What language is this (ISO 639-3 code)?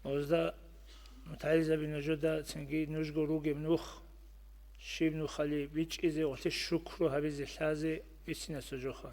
ava